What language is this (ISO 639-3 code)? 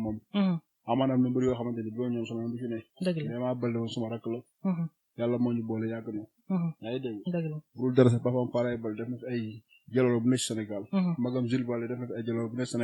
wol